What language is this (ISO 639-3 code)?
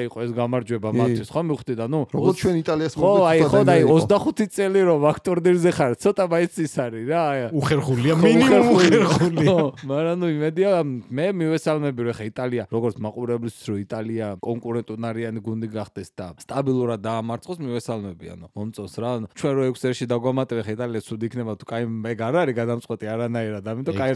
kat